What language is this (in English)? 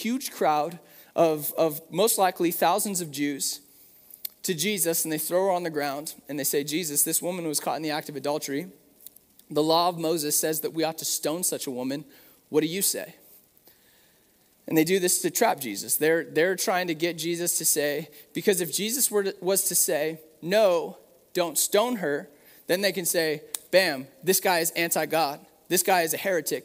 English